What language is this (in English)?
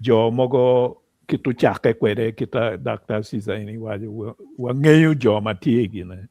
Acoli